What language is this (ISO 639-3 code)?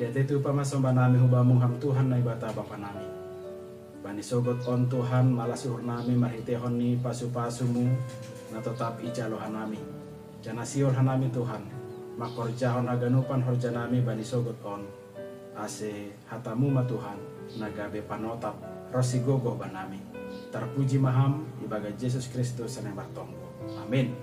bts